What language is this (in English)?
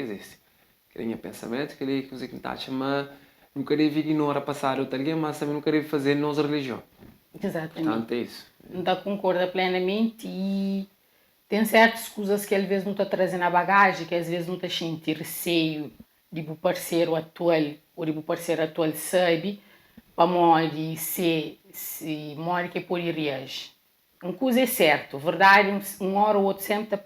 Kabuverdianu